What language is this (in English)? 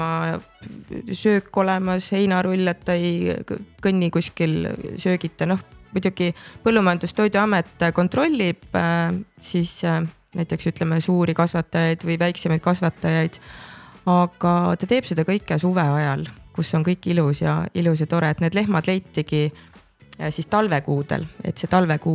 Estonian